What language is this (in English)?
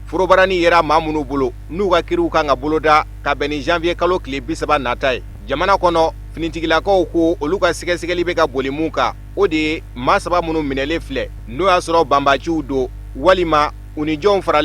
Bambara